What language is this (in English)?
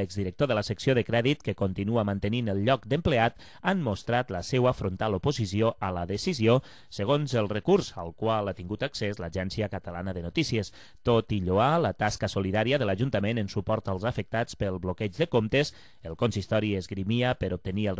Catalan